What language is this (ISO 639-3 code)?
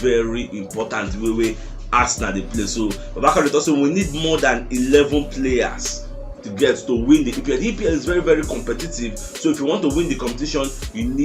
pcm